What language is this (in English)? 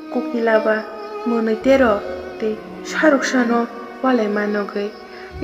Kok Borok